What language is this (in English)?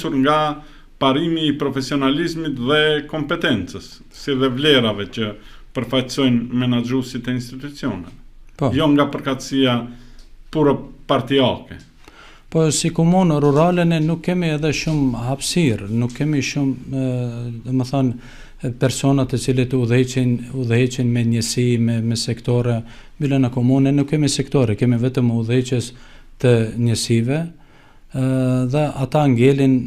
Albanian